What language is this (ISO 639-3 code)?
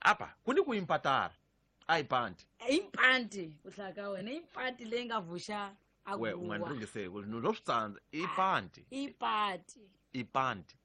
tso